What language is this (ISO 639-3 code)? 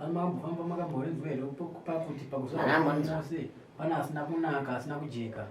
sna